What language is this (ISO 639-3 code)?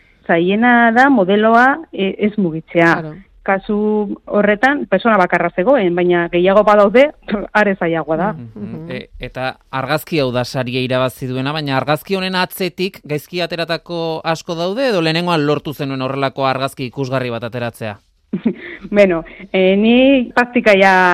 eus